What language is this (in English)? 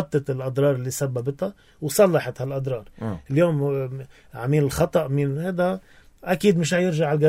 North Levantine Arabic